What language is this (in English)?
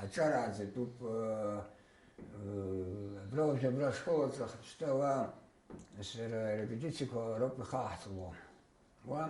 Abkhazian